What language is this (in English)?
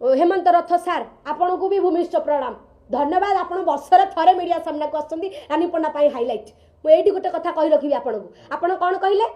Odia